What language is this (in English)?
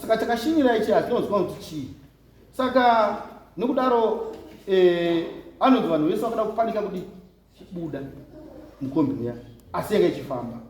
Shona